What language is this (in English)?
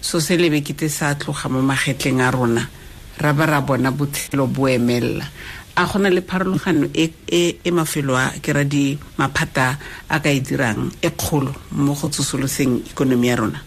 Tswana